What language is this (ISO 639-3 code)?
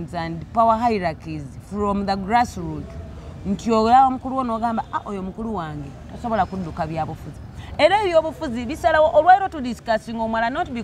lug